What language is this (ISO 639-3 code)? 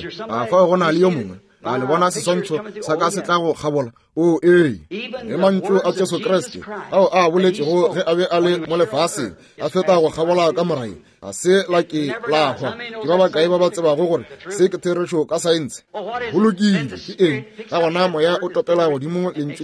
nso